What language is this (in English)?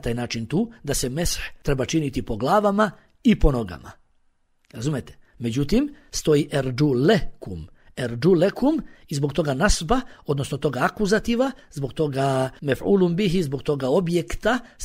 Bosnian